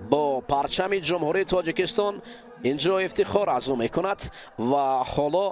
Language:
Tajik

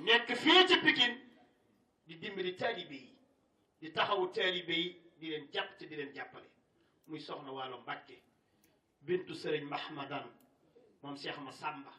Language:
Wolof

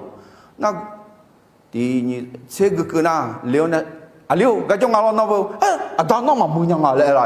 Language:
Akha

